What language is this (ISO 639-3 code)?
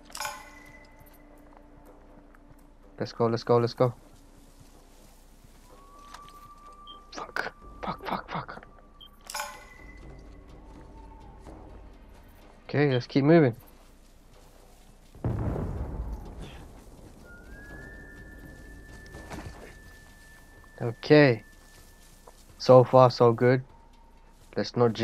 eng